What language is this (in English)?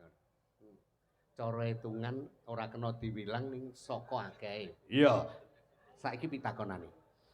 Javanese